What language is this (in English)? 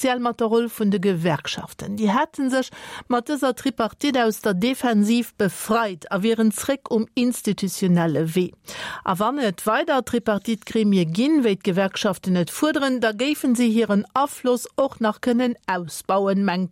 Luxembourgish